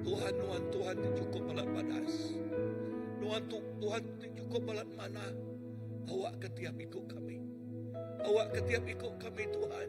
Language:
Iban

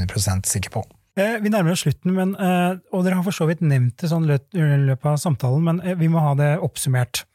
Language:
Norwegian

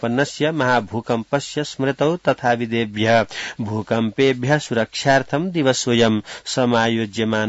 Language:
Sanskrit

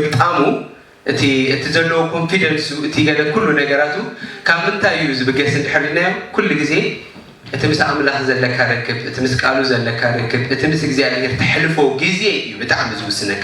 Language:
Tigrinya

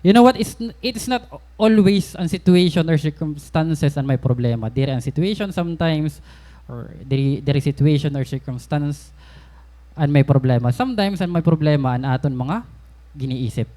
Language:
Waray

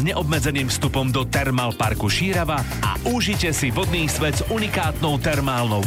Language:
Slovak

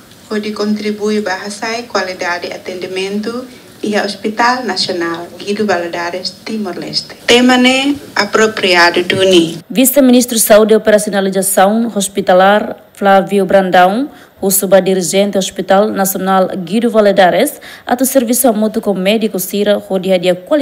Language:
Tetum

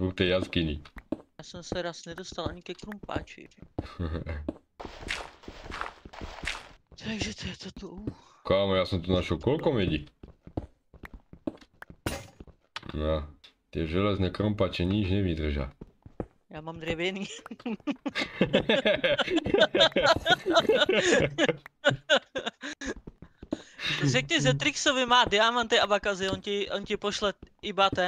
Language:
Czech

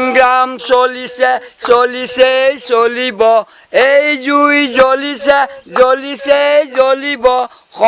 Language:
Assamese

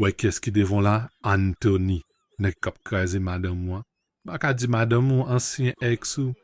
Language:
Haitian Creole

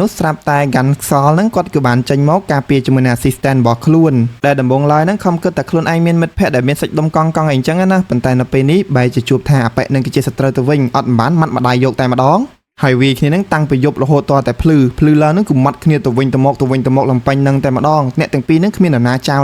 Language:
Khmer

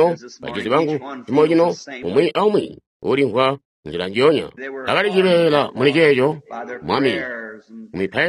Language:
Tonga (Zambia)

